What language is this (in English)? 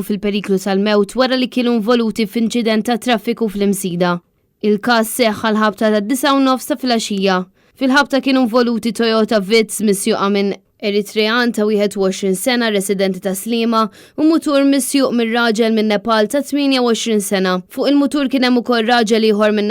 Maltese